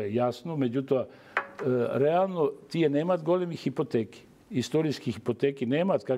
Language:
Macedonian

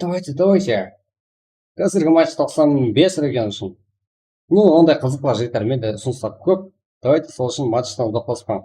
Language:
Kara-Kalpak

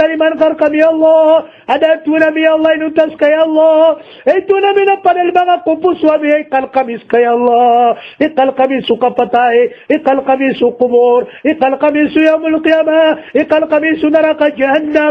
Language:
Maranao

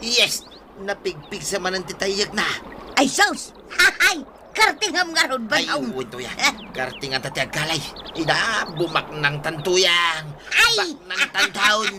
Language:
Iloko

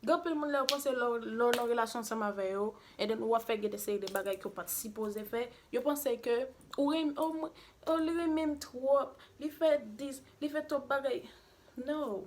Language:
Haitian Creole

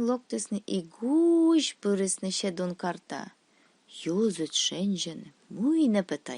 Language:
Komi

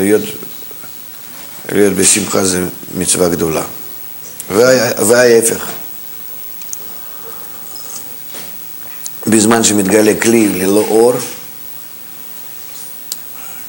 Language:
Hebrew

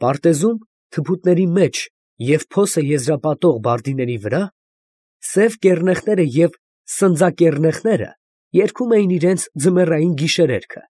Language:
Armenian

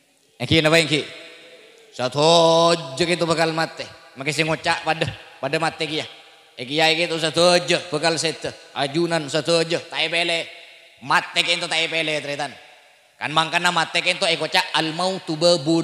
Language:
Madurese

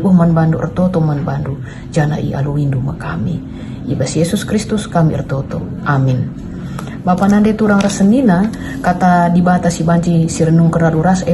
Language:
Batak Karo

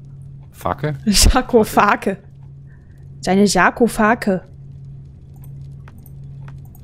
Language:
German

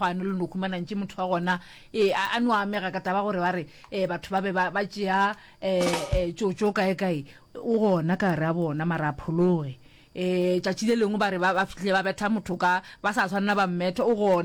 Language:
Northern Sotho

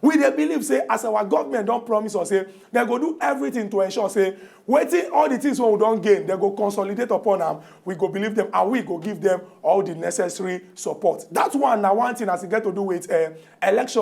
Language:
Nigerian Pidgin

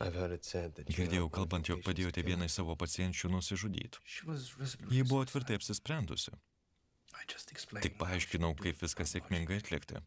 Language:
Lithuanian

